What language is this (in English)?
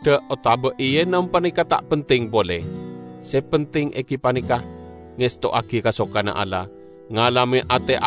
Madurese